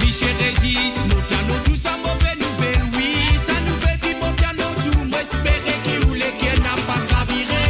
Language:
Morisyen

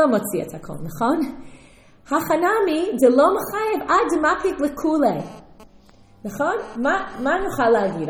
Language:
Hebrew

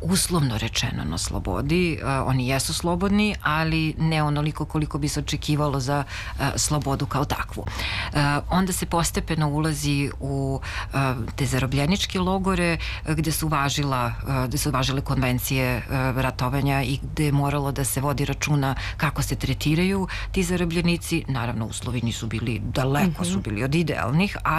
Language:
Serbian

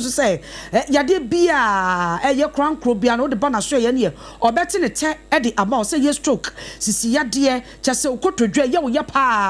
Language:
Akan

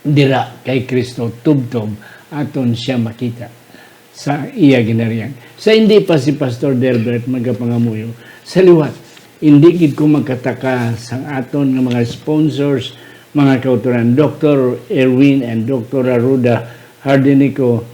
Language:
Hiligaynon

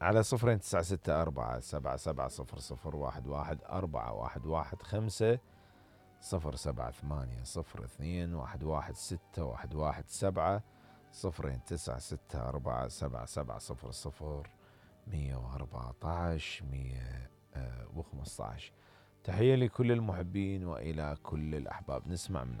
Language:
Mesopotamian Arabic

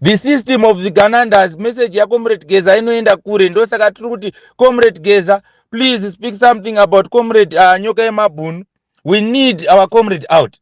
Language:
Shona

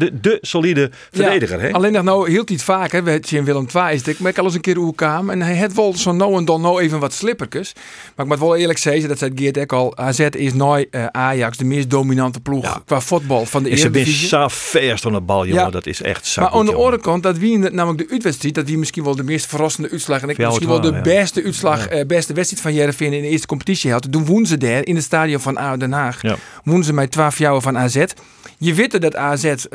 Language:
Western Frisian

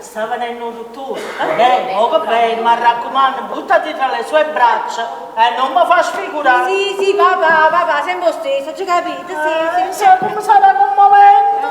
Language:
Neapolitan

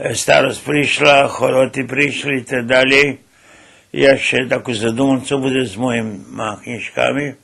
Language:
Rusyn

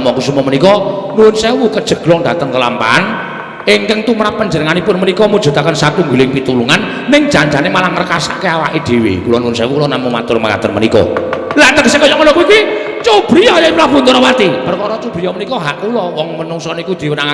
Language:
Javanese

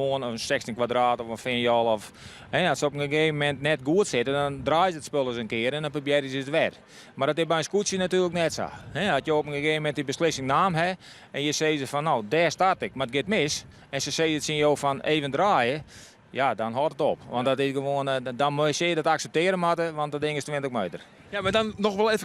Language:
Western Frisian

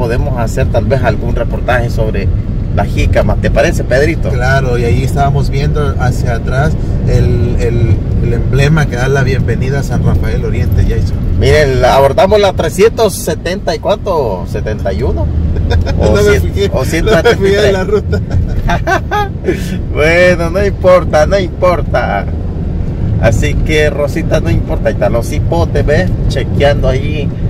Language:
Spanish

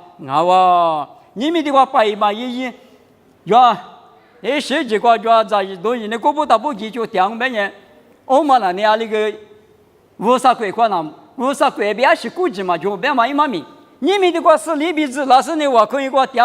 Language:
Lisu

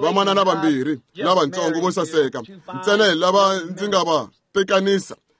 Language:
Tsonga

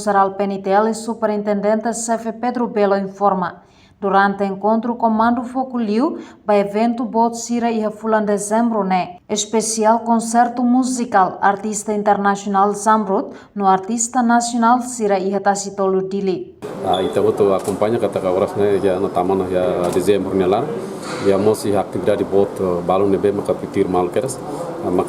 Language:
Tetum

